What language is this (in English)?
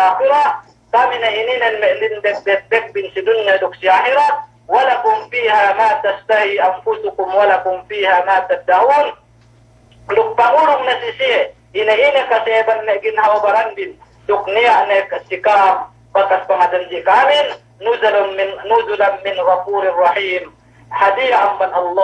Yakan